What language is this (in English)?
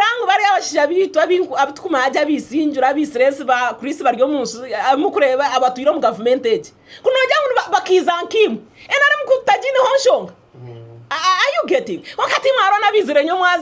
Nyankole